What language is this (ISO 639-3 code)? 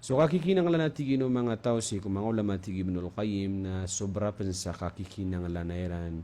mrw